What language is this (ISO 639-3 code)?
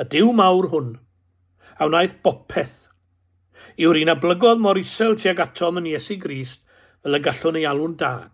cym